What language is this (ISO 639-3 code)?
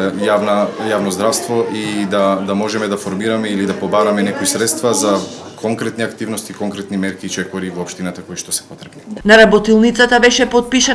mkd